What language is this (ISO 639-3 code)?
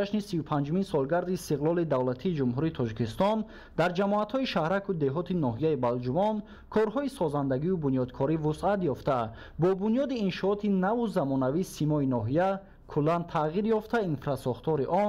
tgk